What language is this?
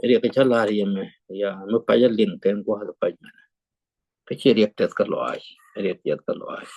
Nuer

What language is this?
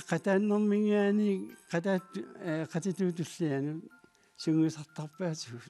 Kalaallisut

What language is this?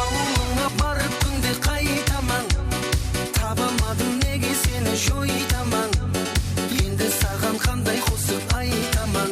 Kara-Kalpak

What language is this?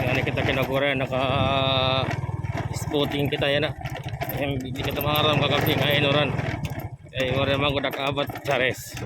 Waray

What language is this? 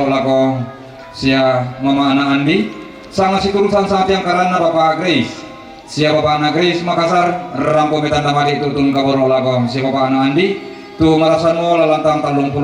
Toraja-Sa'dan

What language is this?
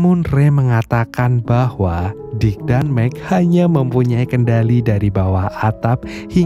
Indonesian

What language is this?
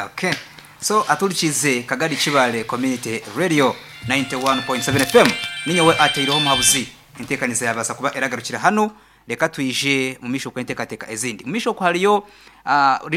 Nyankole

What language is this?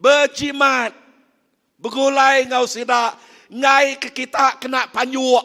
Iban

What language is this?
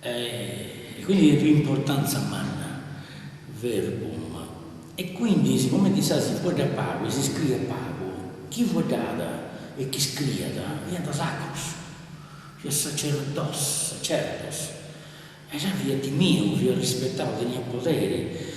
Sardinian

